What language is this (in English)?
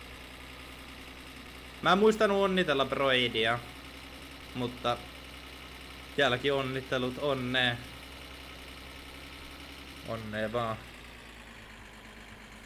Finnish